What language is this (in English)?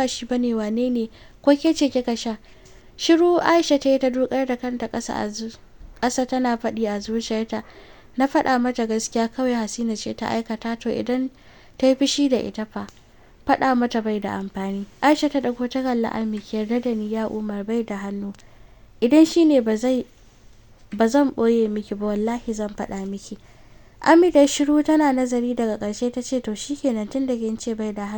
Hausa